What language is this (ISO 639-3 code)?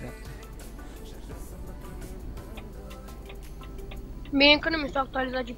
ron